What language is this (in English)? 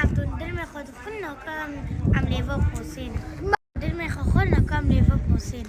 Kurdish